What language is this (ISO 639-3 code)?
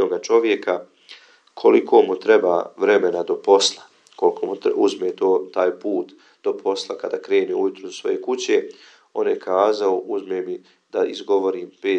bos